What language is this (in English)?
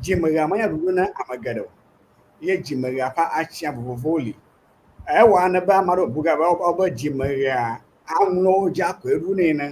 Ewe